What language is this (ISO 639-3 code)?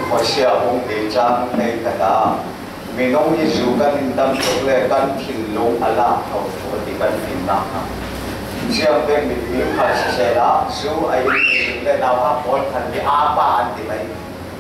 cfm